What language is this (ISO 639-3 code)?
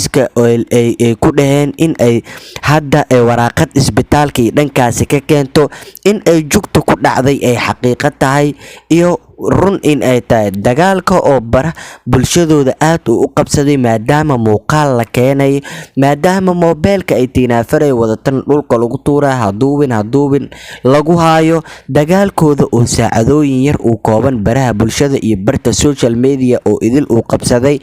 som